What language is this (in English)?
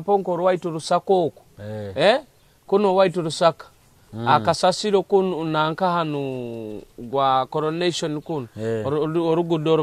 Nyoro